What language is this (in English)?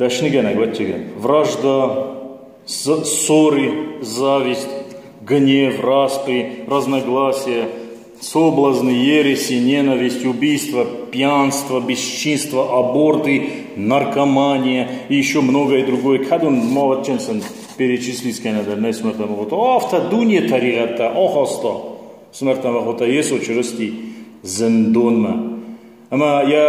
Ossetic